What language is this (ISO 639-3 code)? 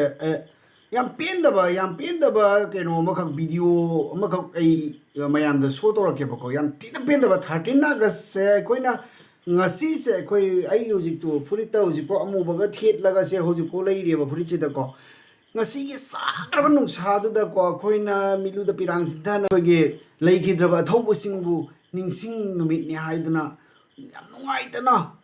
mni